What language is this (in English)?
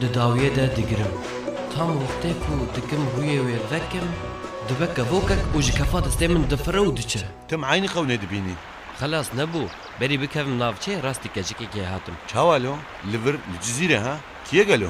Kurdish